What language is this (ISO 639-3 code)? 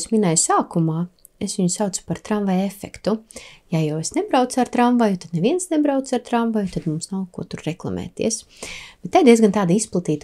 lav